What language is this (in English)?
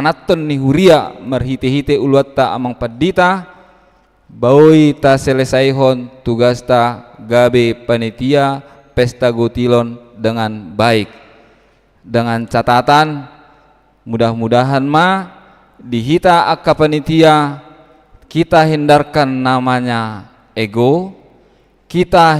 Batak Toba